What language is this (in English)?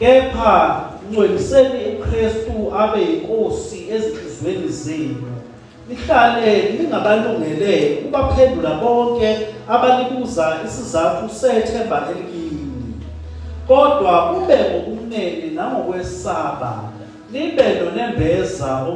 Zulu